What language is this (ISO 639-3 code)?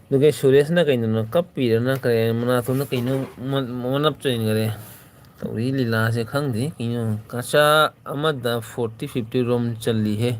mni